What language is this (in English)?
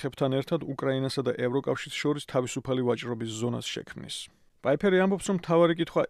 Georgian